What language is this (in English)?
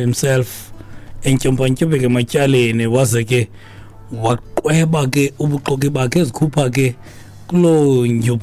Xhosa